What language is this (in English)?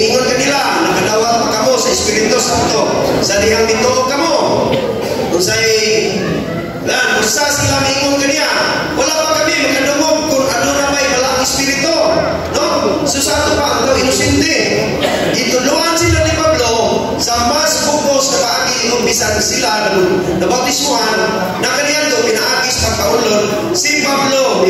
Cebuano